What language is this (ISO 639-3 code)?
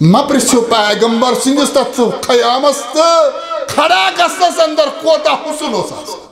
kas